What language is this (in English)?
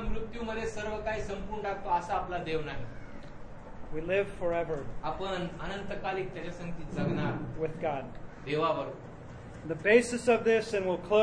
Marathi